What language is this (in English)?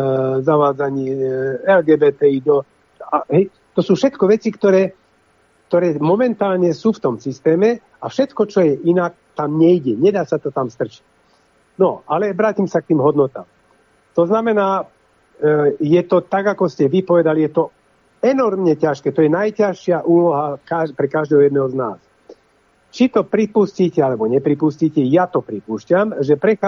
Slovak